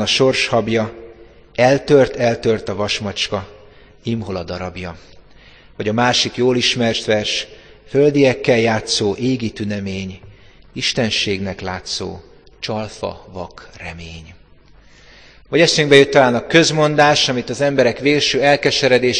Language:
Hungarian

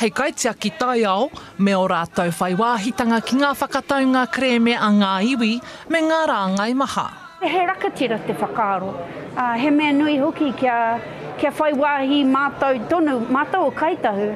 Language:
Māori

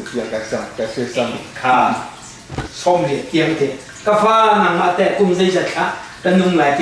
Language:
Hakha Chin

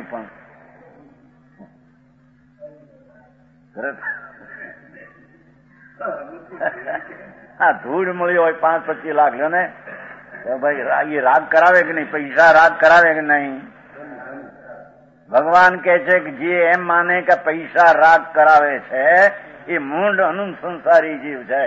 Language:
Gujarati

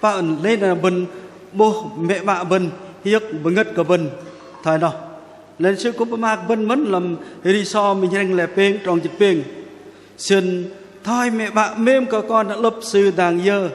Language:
Bahnar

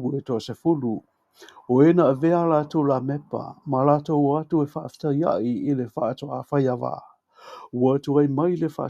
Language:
Samoan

